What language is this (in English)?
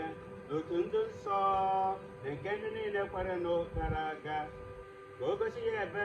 Igbo